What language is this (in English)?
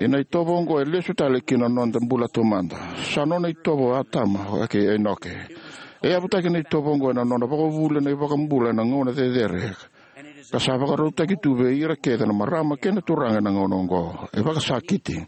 Fijian